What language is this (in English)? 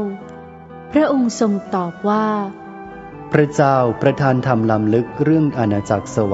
Thai